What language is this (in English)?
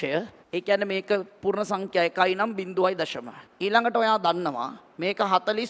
Sinhala